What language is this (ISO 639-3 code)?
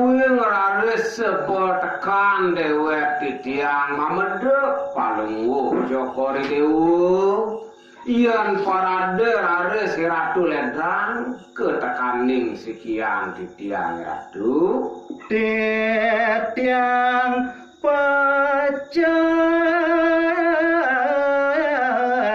ban